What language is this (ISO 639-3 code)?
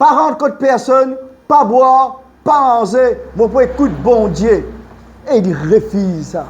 mfe